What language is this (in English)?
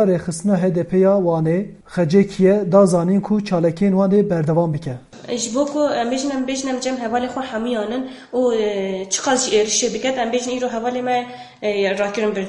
Kurdish